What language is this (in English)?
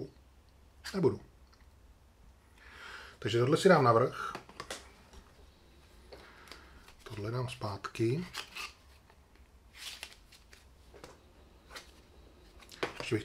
Czech